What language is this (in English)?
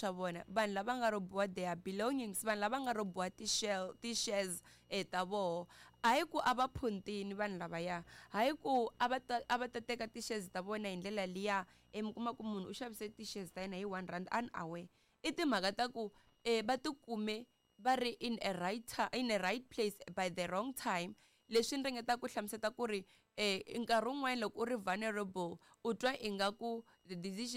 Tsonga